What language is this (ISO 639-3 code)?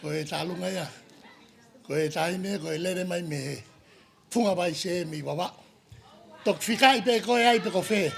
ton